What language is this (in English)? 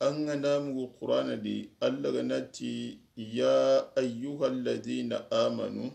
Soninke